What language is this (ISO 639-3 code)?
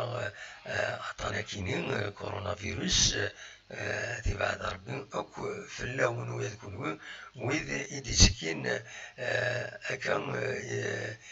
kab